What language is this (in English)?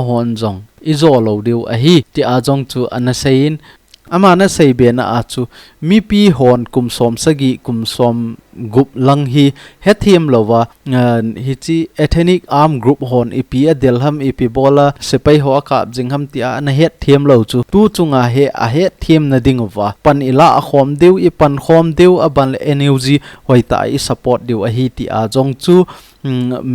Thado Chin